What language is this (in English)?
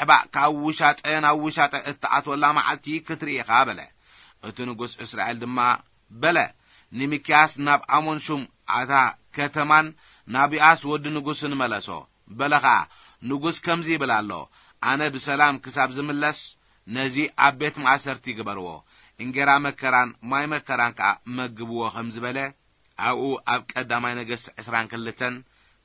Tigrinya